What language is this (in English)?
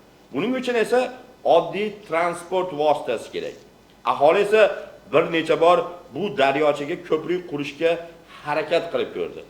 Uzbek